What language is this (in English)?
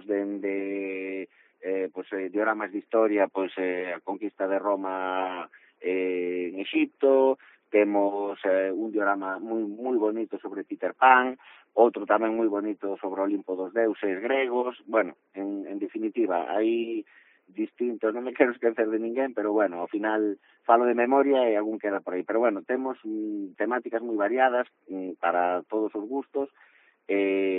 Galician